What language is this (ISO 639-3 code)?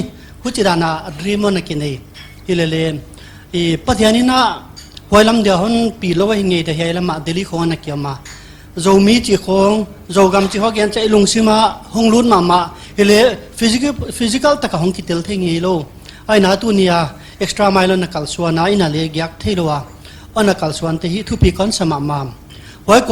pck